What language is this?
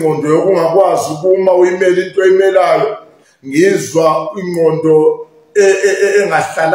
Zulu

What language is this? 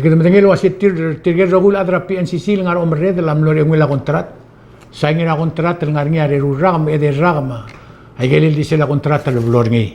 Palauan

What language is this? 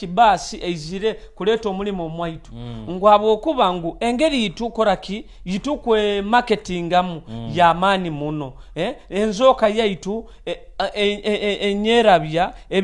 Nyoro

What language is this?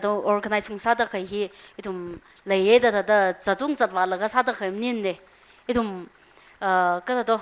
Tangkhul Naga (India)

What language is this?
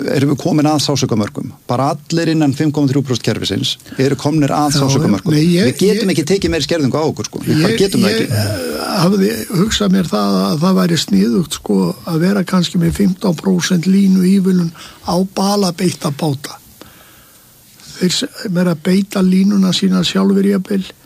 Icelandic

